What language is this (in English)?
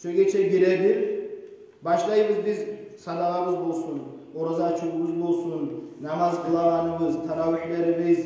Kumyk